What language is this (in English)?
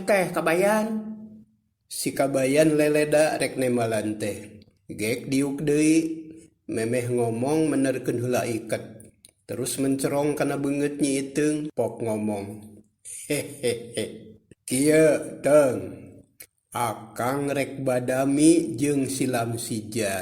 Sundanese